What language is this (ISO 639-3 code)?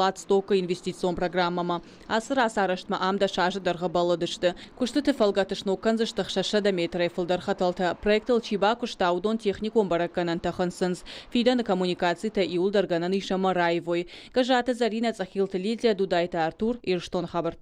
oss